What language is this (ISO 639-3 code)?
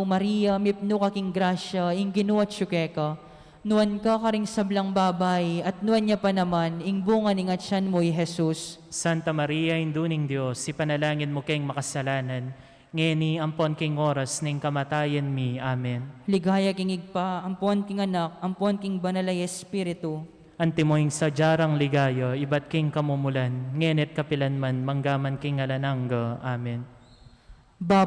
pam